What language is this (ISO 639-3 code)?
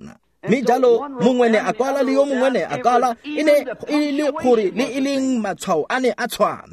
tsn